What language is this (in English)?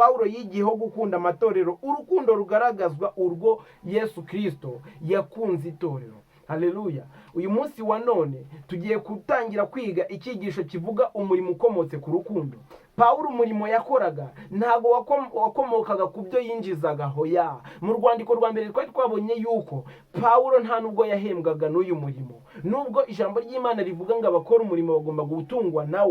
Kinyarwanda